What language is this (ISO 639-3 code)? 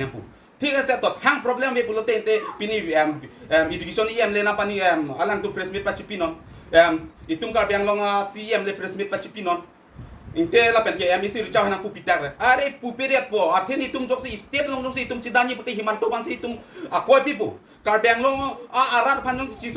mjw